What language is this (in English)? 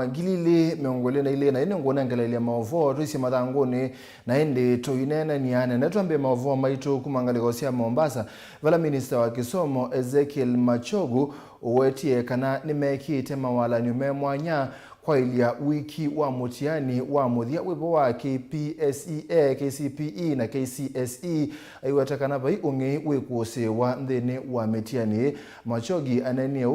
Kamba